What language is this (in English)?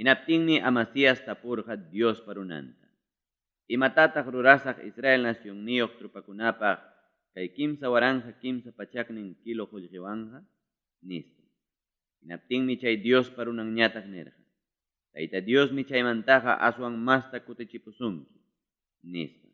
Ayacucho Quechua